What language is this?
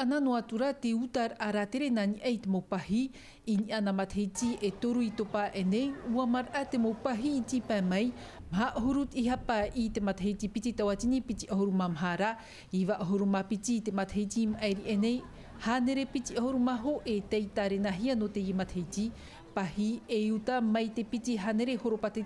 Tahitian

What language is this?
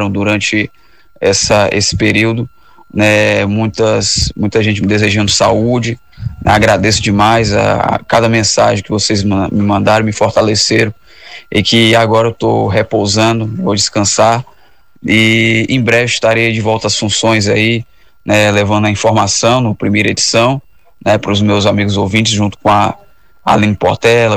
Portuguese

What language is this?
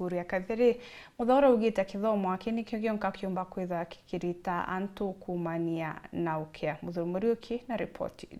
Meru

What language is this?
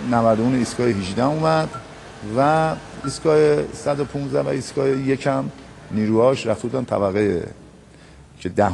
Persian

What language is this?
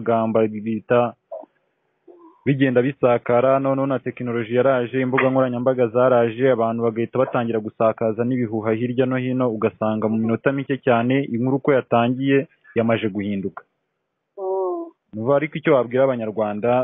Kinyarwanda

